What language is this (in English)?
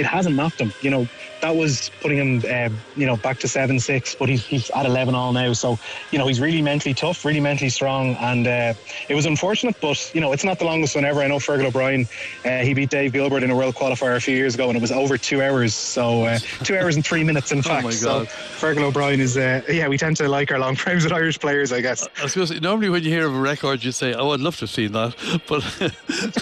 English